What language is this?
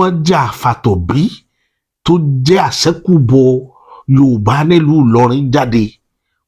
Yoruba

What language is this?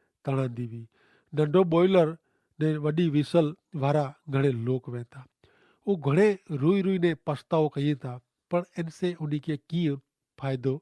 Kachhi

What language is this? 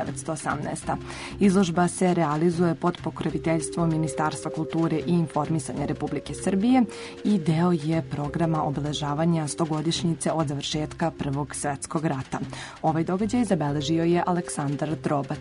Serbian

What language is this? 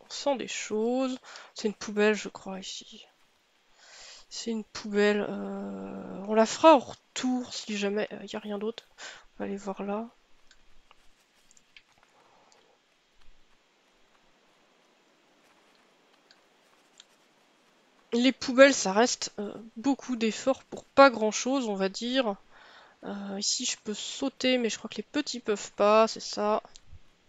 French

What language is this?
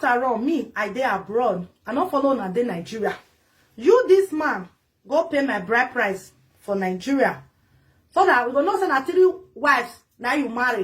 Nigerian Pidgin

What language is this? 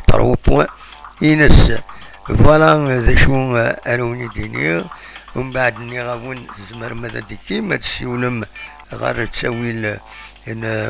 Kabyle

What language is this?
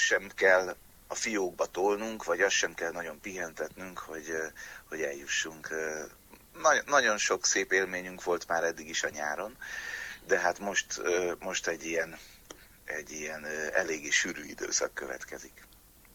Hungarian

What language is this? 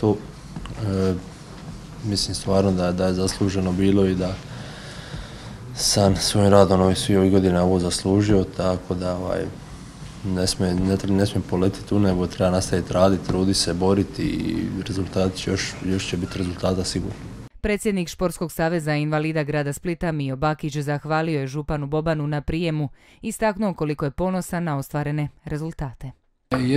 Croatian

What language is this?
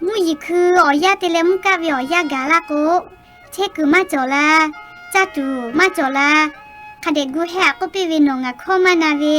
Lahu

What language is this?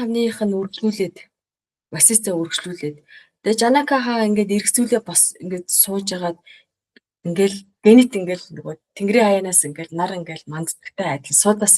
Mongolian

